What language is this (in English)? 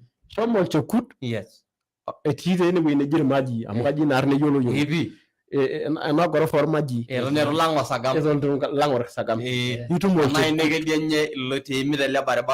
Masai